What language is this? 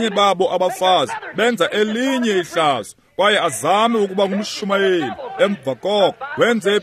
Xhosa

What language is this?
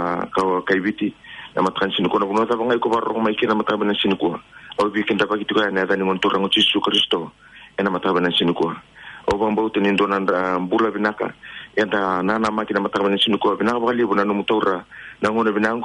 Fijian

